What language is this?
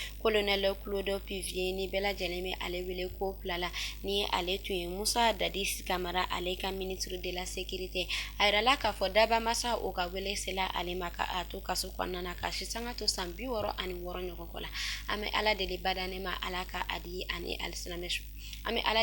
Bambara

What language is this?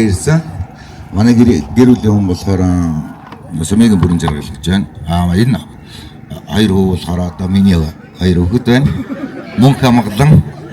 Mongolian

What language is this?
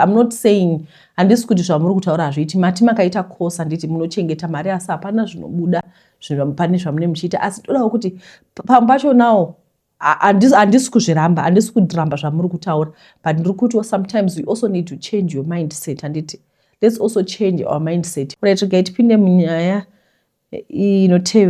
Shona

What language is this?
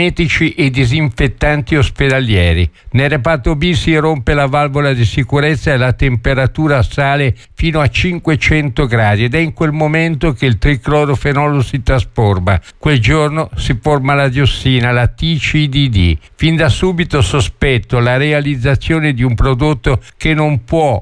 Italian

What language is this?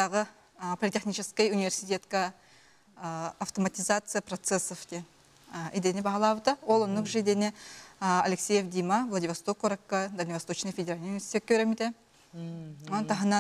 Yakut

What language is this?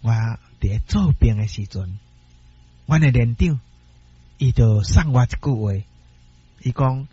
Min Nan Chinese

